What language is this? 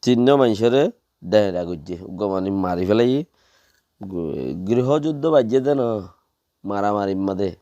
Rohingya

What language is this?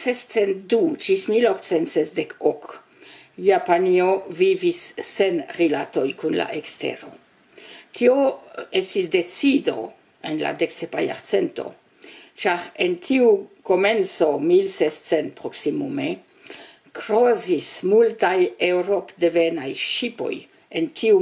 Esperanto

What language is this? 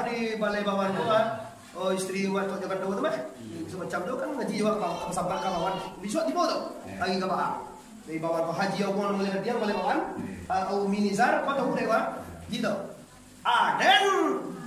Minangkabau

